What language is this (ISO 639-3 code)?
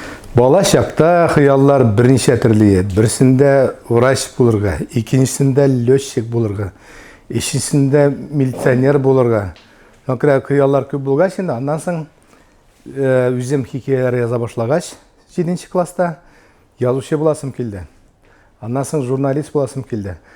tat